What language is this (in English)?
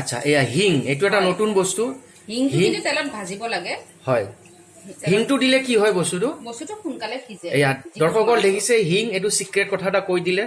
Assamese